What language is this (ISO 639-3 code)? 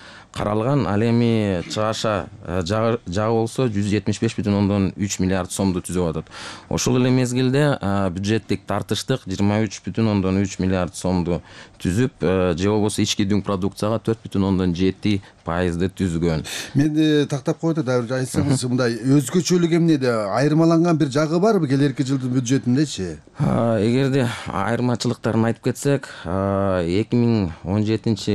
kir